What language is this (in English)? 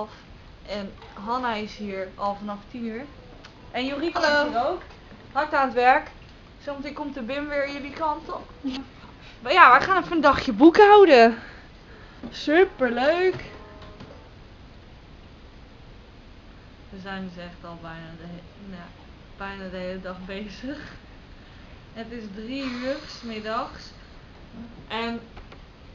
Dutch